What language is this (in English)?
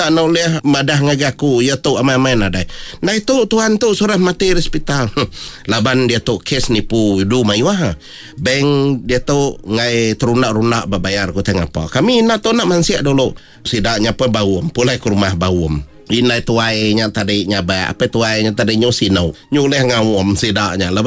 Iban